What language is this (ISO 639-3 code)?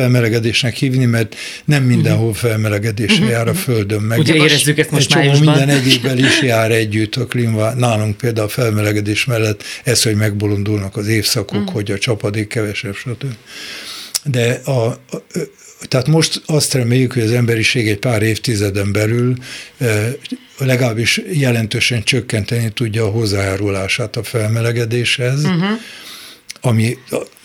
hun